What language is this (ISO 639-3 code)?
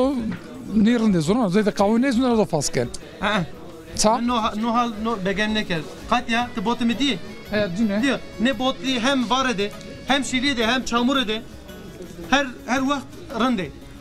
zza